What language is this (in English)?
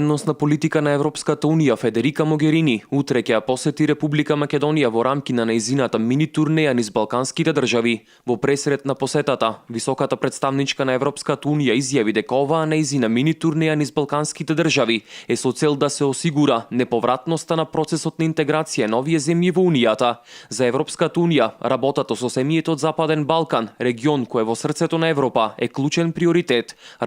Macedonian